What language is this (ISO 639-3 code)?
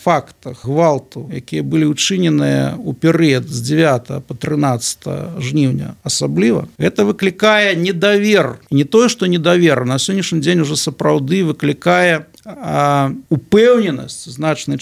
bel